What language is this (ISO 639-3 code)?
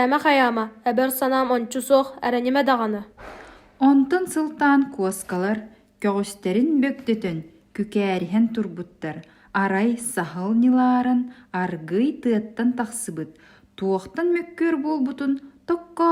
sah